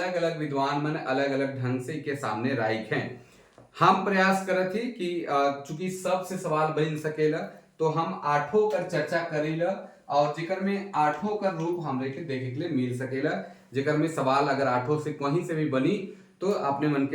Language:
Sadri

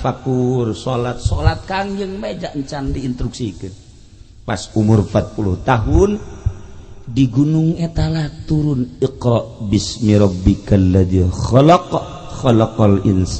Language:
Sundanese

